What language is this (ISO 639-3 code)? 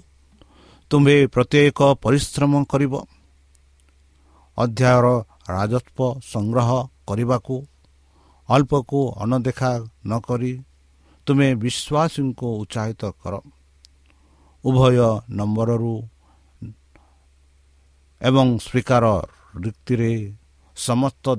ori